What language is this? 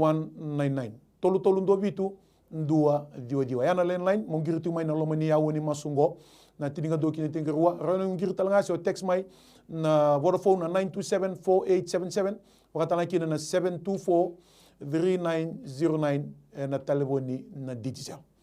Fijian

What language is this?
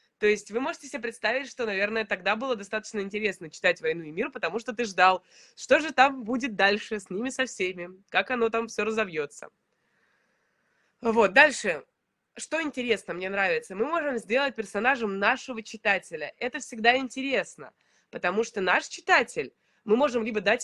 Russian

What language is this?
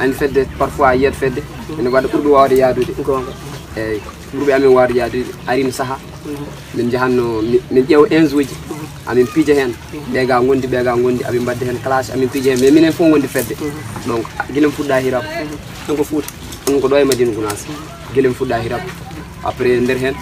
Pular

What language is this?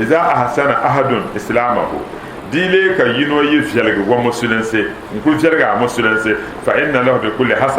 Dagbani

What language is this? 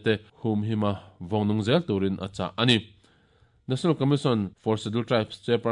Mizo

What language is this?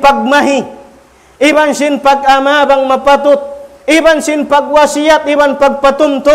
Tausug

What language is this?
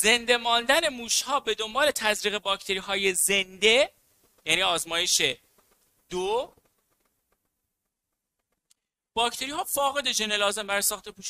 Persian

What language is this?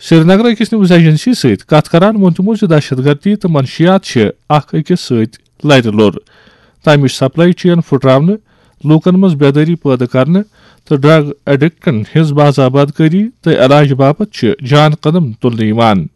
Kashmiri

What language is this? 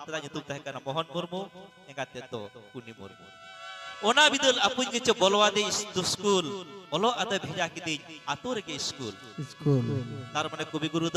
Santali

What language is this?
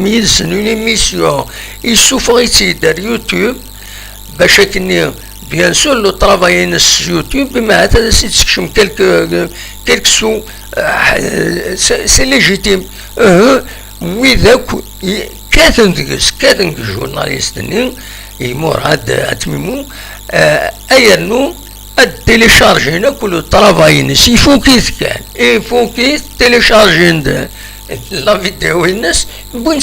Kabyle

